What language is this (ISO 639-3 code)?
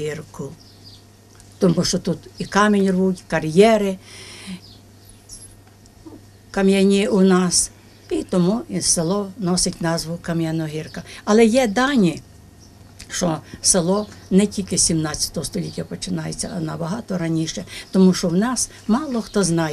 ukr